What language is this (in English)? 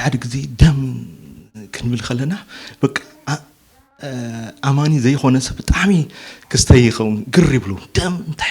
Tigrinya